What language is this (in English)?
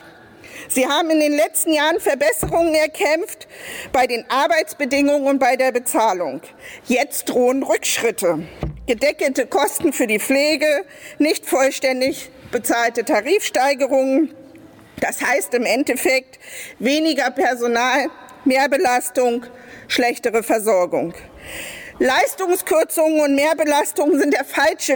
German